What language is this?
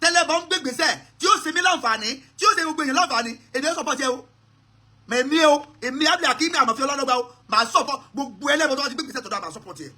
Yoruba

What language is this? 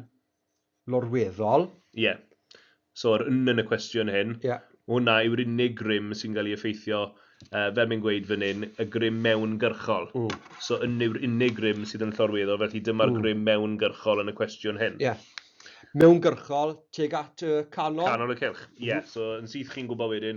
Welsh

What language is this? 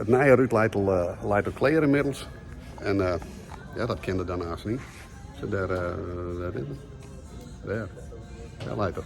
Western Frisian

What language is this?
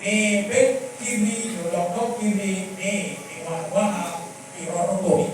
Lango (Uganda)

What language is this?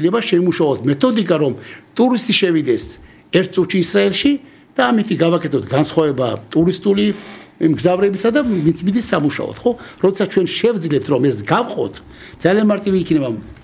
Georgian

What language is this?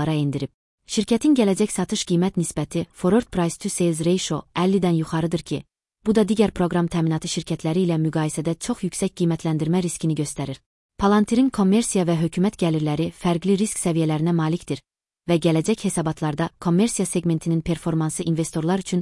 Azerbaijani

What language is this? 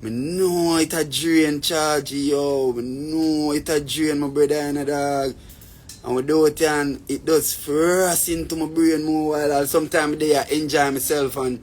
Jamaican Creole English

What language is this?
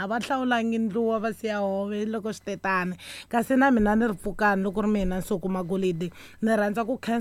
Tsonga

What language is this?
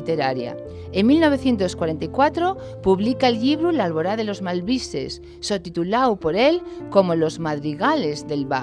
Asturian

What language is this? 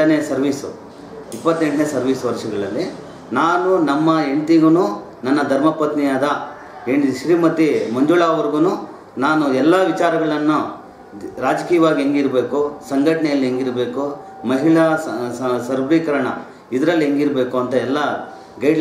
Kannada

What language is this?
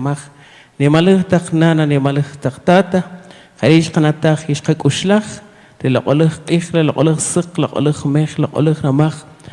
Kaqchikel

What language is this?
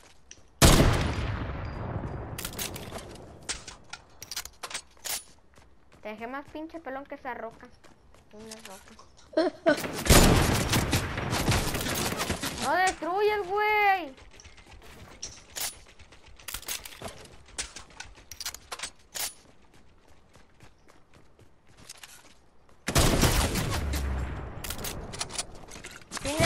Spanish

